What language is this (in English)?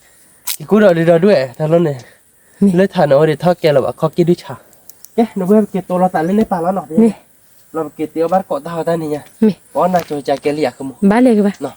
S'gaw Karen